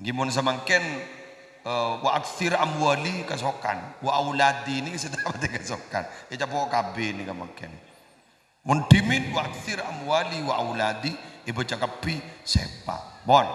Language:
Madurese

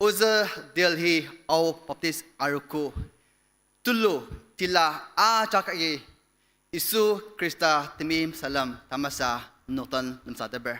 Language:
Ao Naga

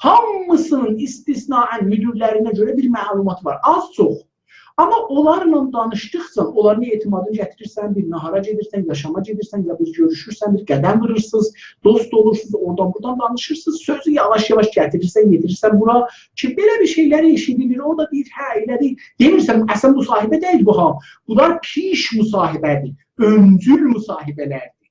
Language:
South Azerbaijani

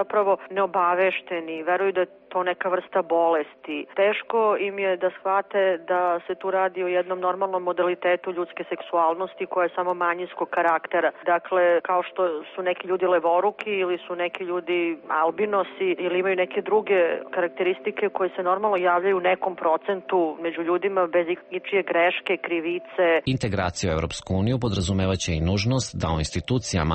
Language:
Serbian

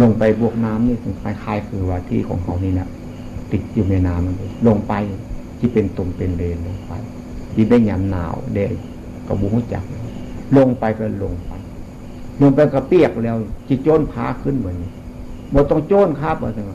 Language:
Northeastern Thai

